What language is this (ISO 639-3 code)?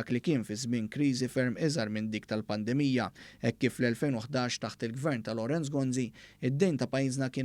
mlt